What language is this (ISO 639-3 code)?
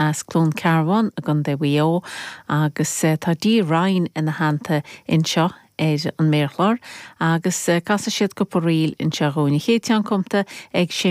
gle